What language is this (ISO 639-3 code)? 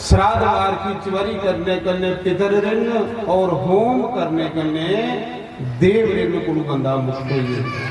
doi